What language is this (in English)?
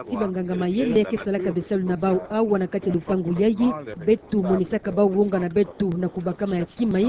Kituba (Democratic Republic of Congo)